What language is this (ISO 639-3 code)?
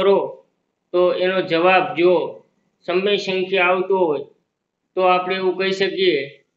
guj